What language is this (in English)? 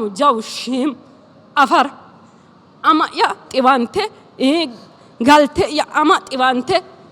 Sidamo